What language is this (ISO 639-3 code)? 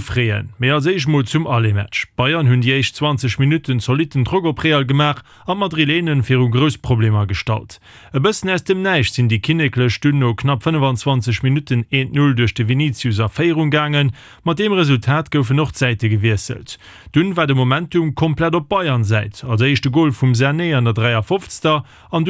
ltz